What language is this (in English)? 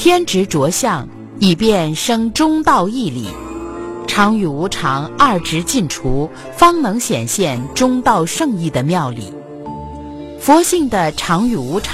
Chinese